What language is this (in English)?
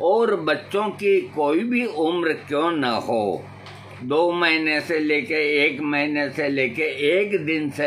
Hindi